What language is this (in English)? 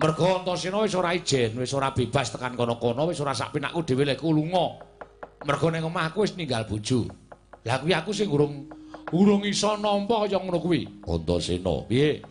Javanese